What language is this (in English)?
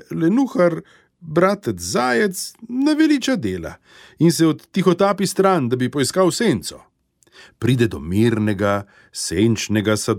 Slovenian